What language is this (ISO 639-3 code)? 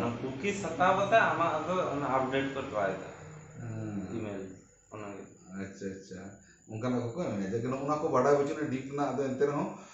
sat